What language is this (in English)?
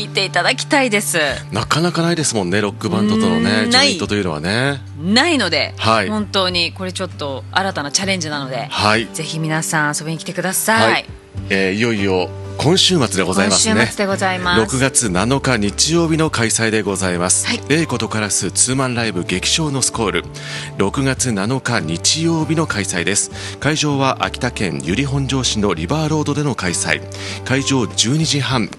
Japanese